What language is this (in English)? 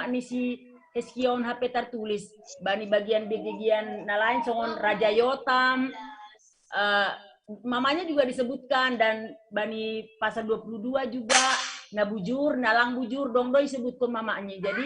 Batak Simalungun